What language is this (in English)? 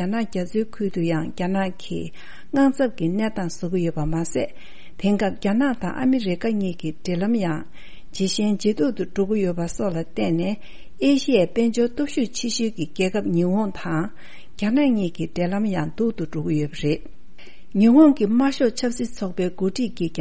Tibetan